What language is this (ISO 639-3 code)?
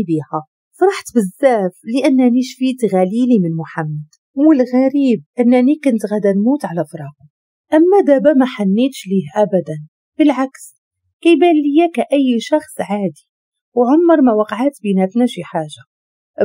ary